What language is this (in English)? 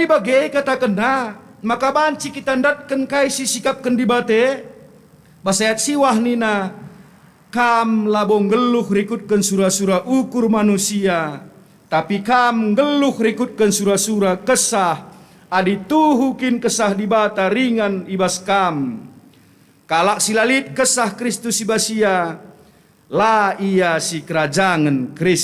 Batak Karo